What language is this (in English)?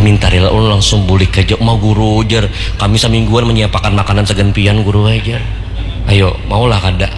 Banjar